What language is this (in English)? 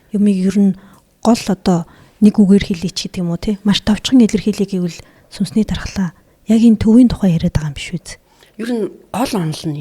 Mongolian